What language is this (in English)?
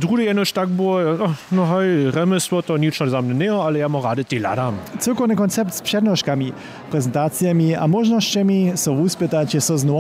Upper Sorbian